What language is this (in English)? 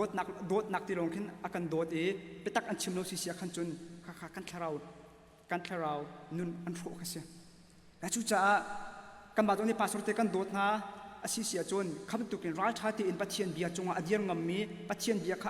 Hakha Chin